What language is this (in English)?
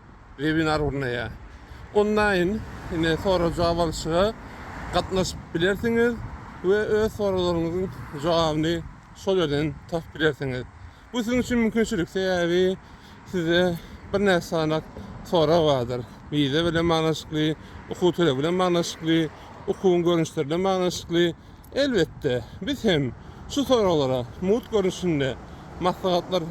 Turkmen